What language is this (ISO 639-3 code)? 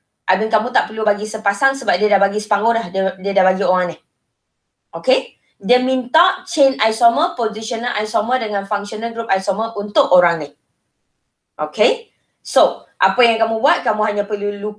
msa